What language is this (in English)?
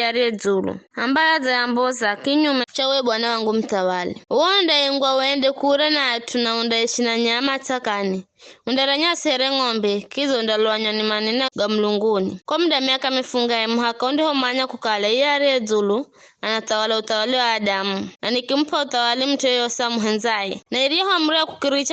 Giryama